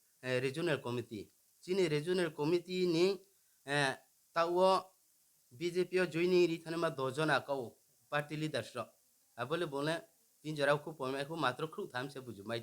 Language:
Riang (India)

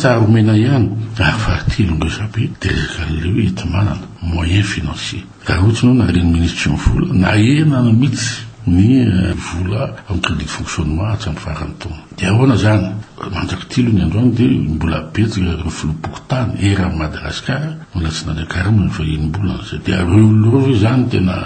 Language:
Malagasy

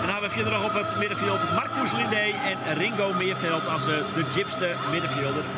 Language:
Western Frisian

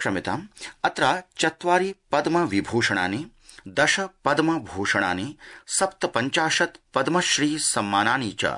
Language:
Sanskrit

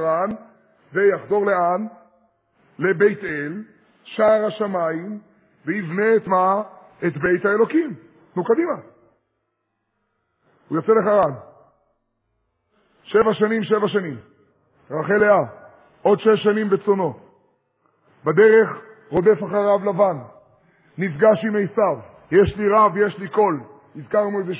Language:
Hebrew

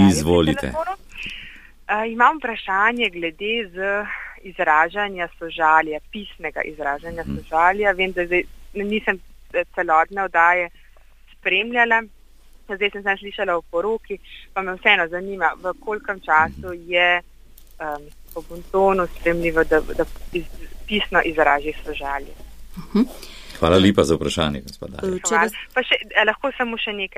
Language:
Slovenian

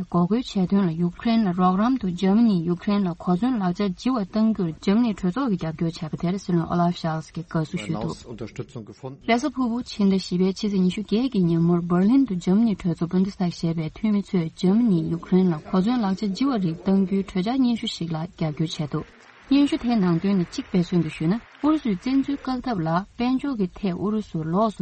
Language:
Tibetan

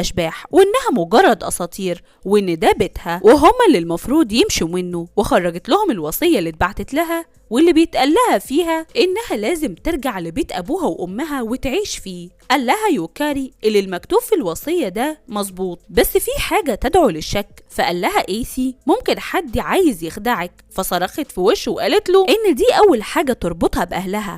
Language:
Egyptian Arabic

